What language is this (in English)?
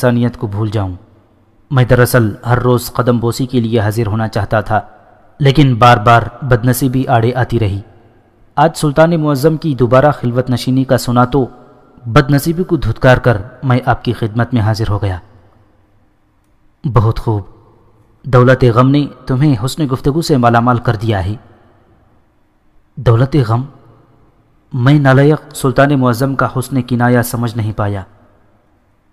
Urdu